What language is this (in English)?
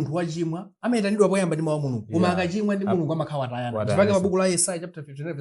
Nyanja